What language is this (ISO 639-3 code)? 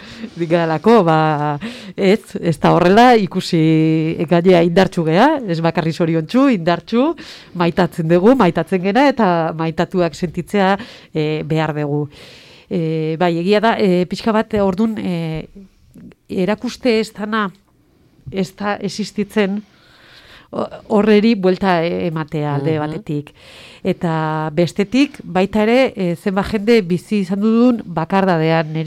eus